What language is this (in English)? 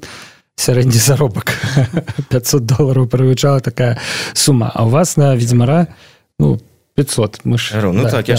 Belarusian